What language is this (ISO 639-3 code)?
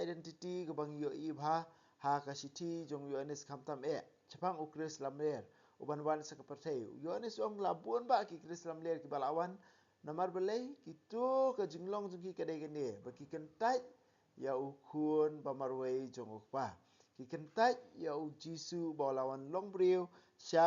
kha